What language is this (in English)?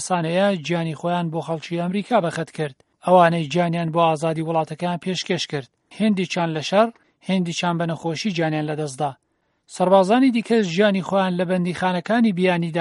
Central Kurdish